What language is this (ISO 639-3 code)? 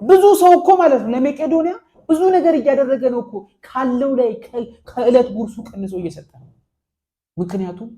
amh